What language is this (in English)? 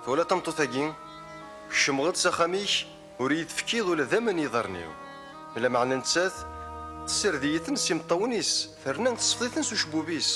Kabyle